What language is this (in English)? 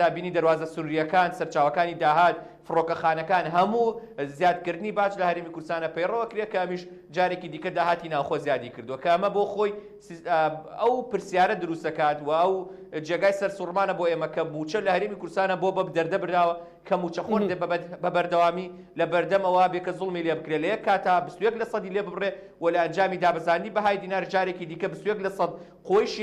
Central Kurdish